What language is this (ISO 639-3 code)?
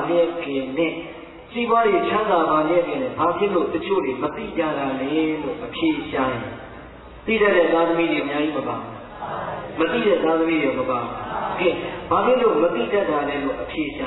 mya